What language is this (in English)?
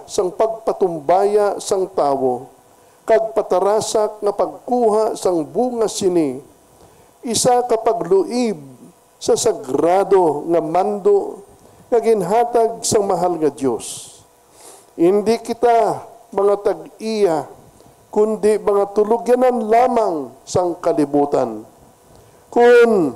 Hiligaynon